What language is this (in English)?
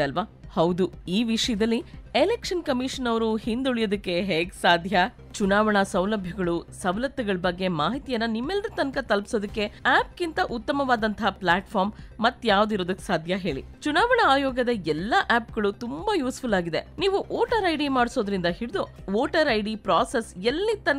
Kannada